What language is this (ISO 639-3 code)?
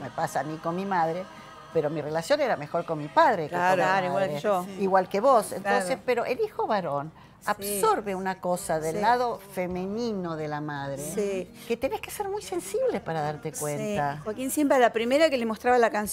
spa